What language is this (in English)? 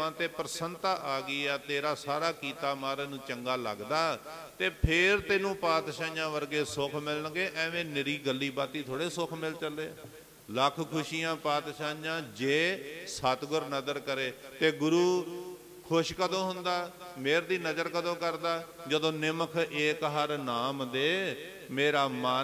Punjabi